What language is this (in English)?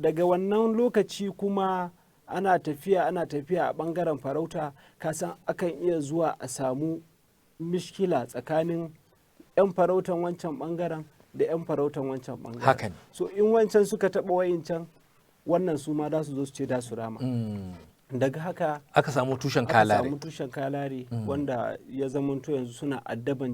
Hausa